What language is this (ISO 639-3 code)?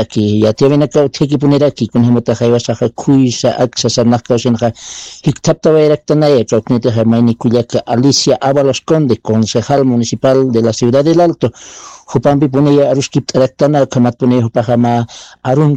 aym